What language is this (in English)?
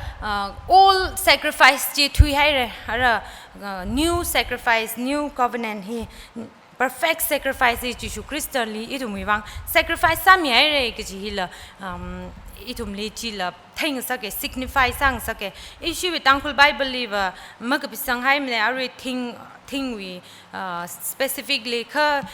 Tangkhul Naga (India)